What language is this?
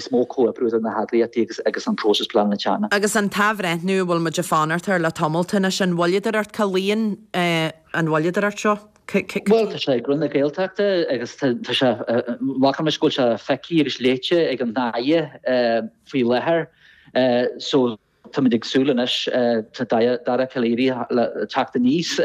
Irish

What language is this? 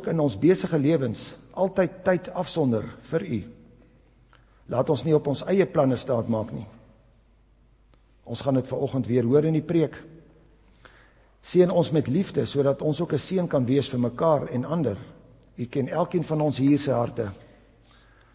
Afrikaans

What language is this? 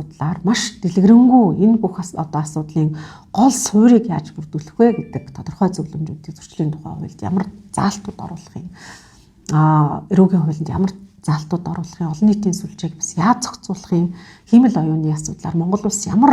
Mongolian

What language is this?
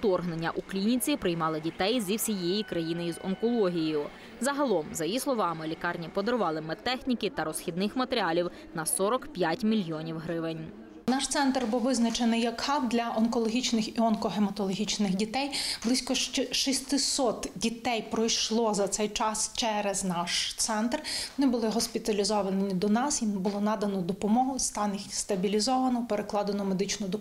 Ukrainian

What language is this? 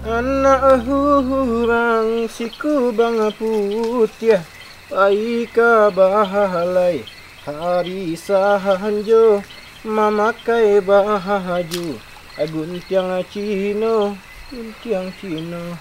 Minangkabau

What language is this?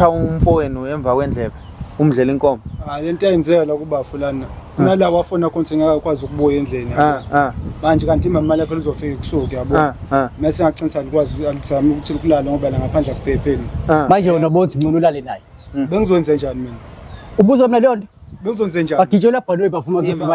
Zulu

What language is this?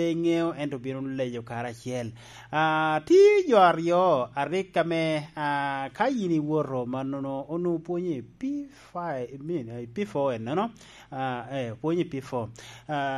Lango (Uganda)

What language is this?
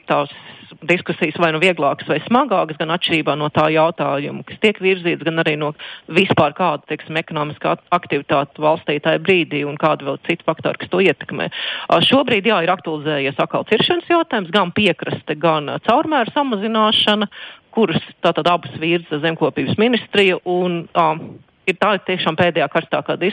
Latvian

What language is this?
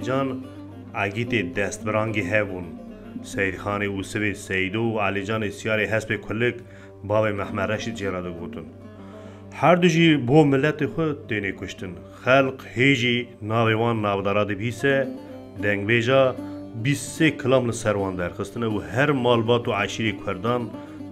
Kurdish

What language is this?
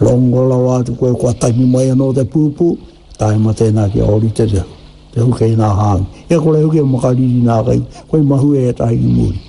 Māori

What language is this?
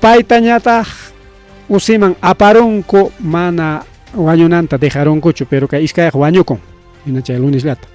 Ayacucho Quechua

